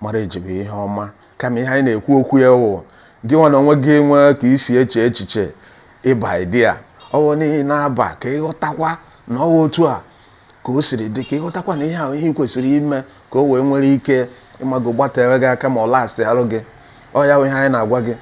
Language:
Igbo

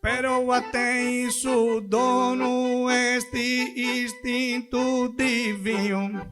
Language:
Sardinian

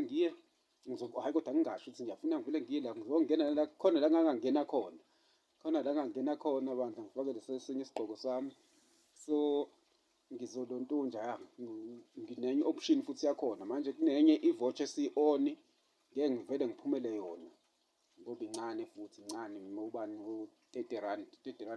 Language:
Zulu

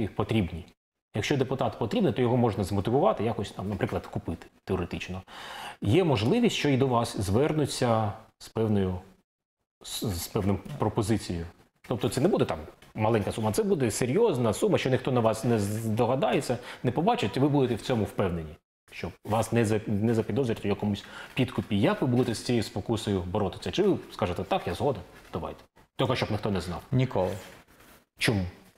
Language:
Ukrainian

